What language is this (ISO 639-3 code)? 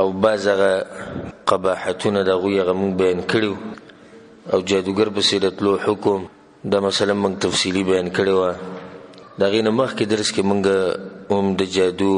pus